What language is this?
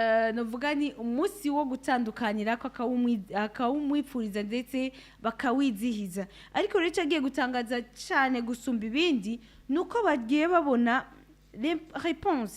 Rundi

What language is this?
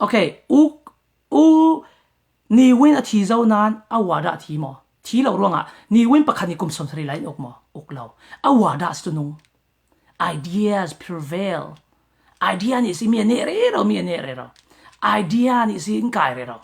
Falam Chin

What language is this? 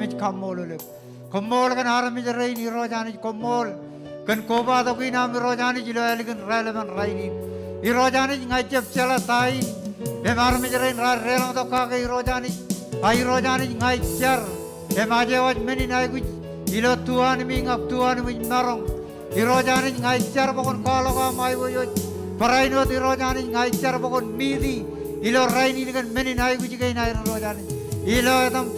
Marshallese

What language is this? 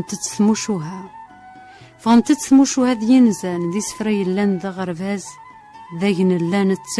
Kabyle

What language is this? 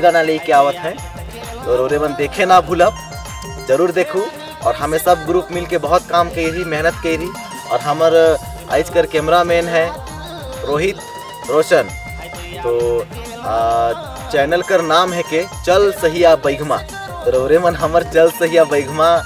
Sadri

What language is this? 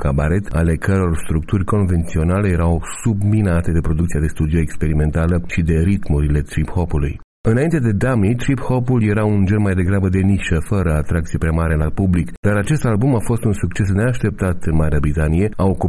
Romanian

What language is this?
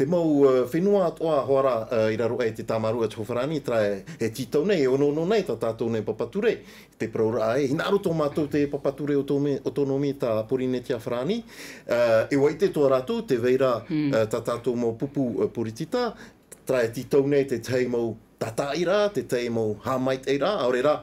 Tahitian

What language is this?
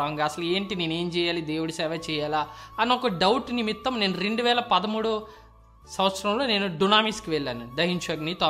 Telugu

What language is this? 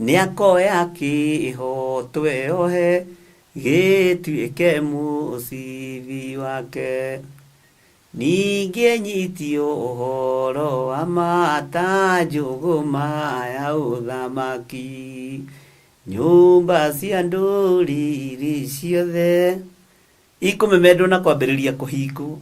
Kikuyu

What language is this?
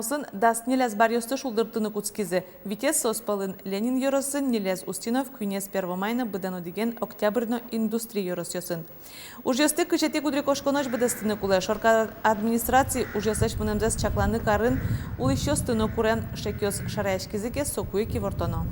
Udmurt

